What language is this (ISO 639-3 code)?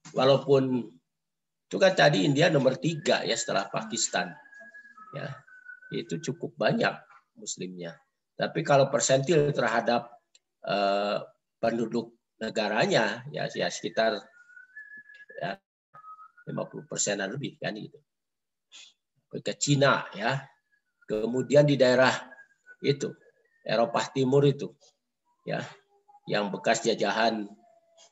ind